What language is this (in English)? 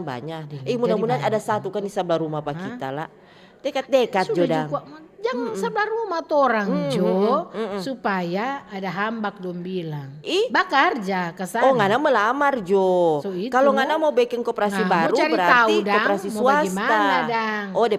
Manado Malay